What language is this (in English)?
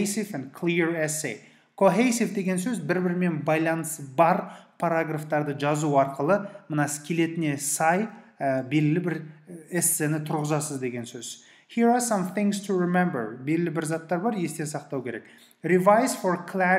Kazakh